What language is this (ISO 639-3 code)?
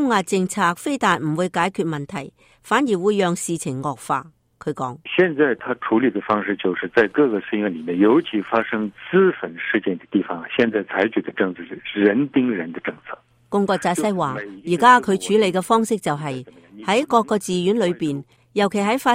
yue